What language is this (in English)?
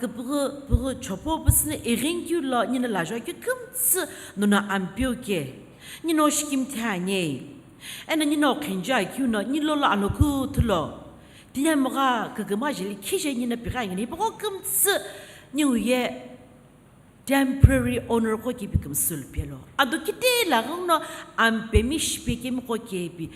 Sumi Naga